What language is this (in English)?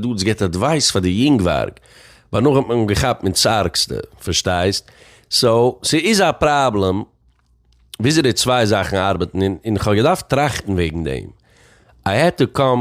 Yiddish